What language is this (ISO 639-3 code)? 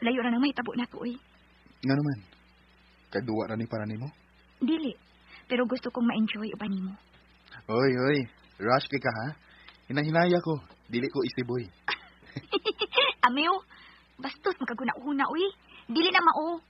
ceb